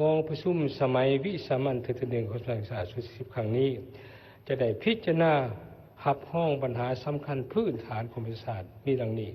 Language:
Lao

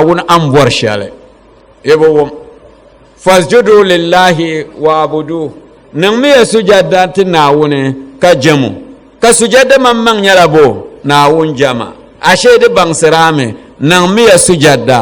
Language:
Dagbani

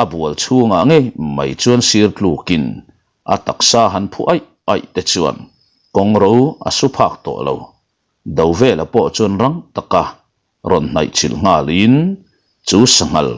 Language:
Mizo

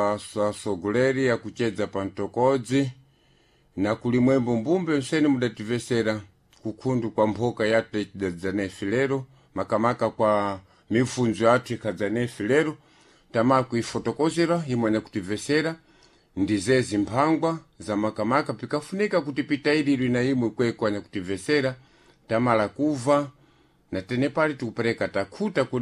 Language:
Sena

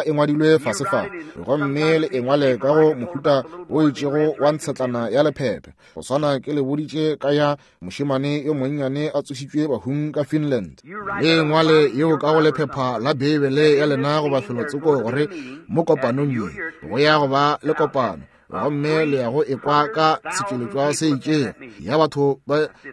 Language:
Northern Sotho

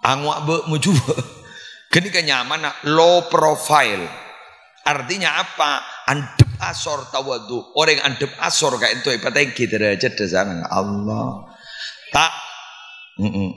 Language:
Madurese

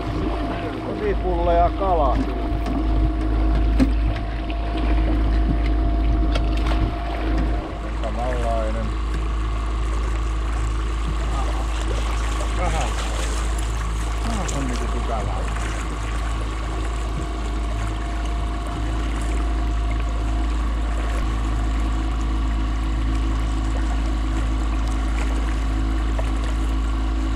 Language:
Finnish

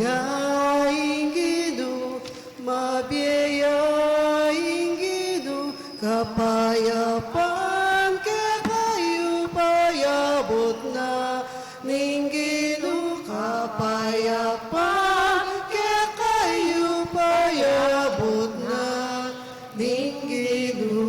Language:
Pampanga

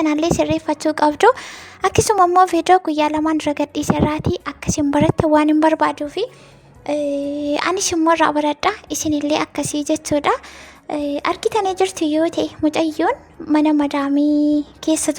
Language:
Oromo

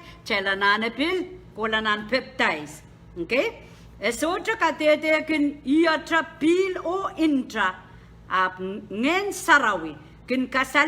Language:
Pohnpeian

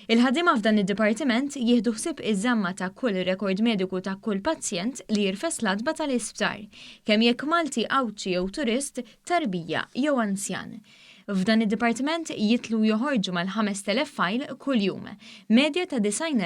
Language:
Maltese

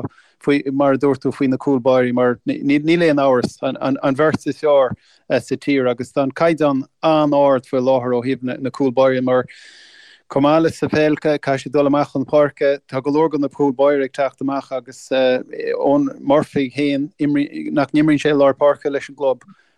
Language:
Irish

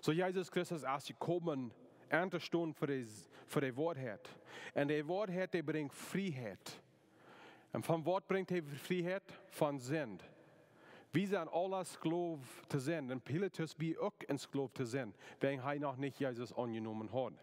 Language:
Plautdietsch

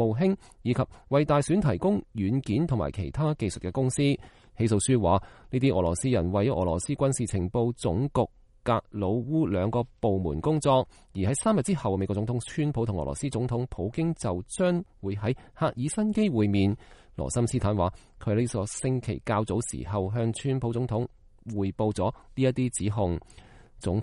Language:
Cantonese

